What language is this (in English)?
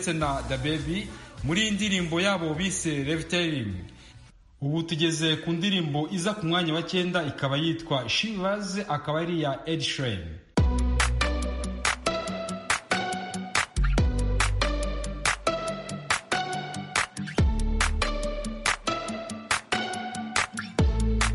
Kinyarwanda